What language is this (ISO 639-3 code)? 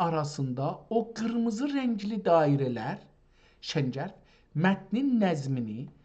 azb